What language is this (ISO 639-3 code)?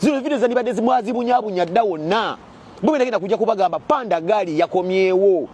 lug